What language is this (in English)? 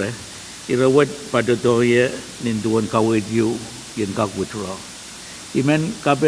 Pohnpeian